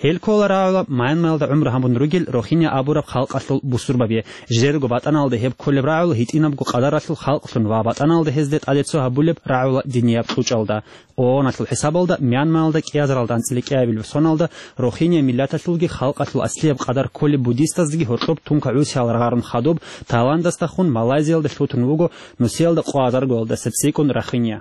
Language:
Avaric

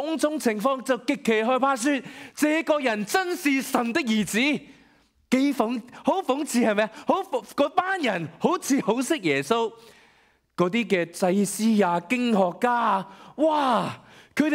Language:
Cantonese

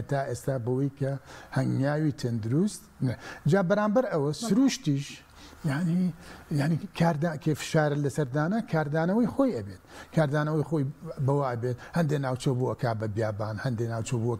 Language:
Central Kurdish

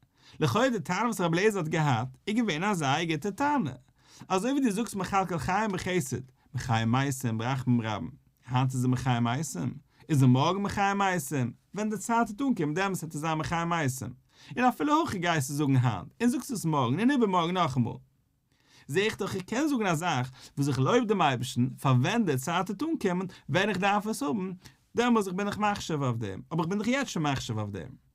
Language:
Yiddish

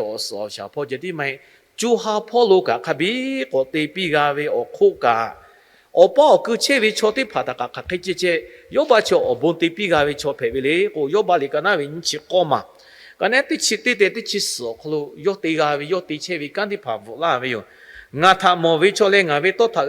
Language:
Lahu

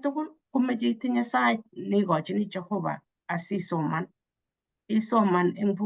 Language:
Kalenjin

